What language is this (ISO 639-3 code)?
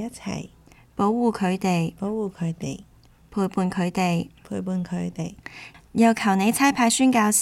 yue